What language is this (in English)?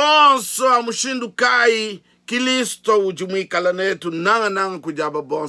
Luba-Lulua